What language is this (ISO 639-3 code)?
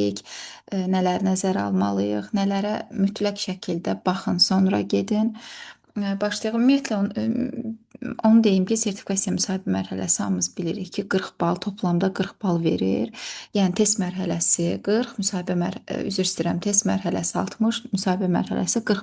aze